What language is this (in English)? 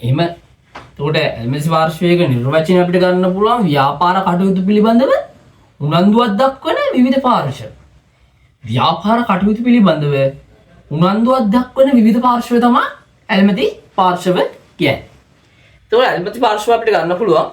Sinhala